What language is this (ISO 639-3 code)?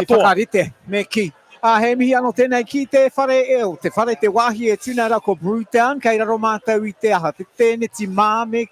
mri